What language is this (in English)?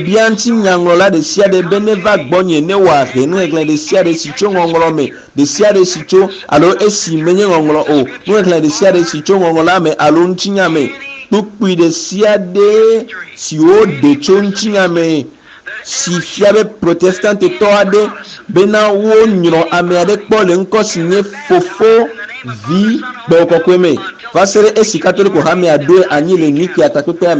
Ewe